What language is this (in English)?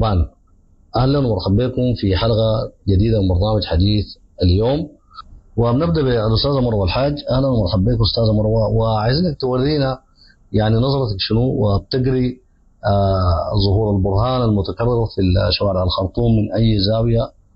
Sudanese Arabic